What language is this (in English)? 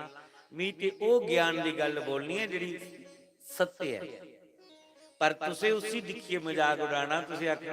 Dogri